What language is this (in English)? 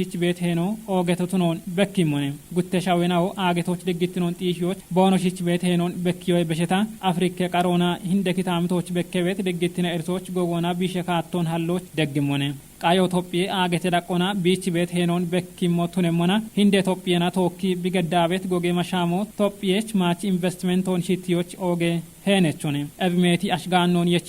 Kafa